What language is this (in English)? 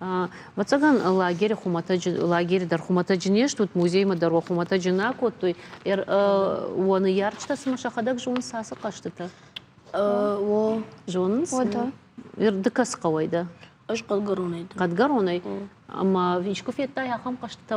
Ossetic